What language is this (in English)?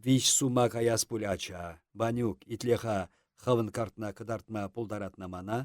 Chuvash